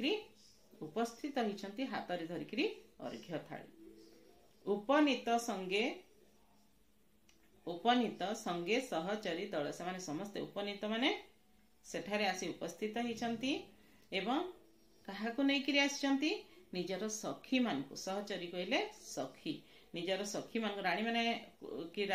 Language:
Odia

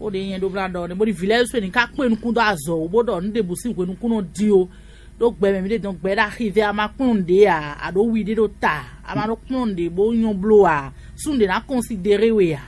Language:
Fon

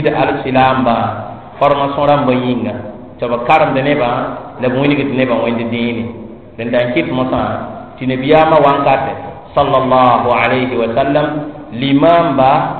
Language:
Mossi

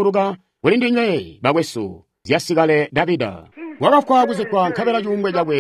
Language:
Tonga (Zambia)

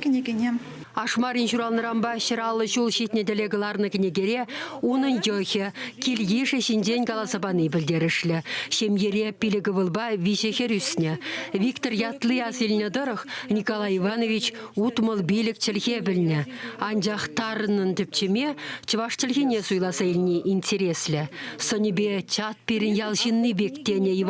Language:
Chuvash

